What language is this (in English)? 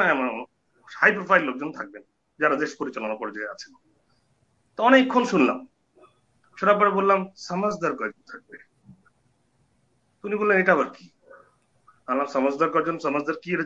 Bangla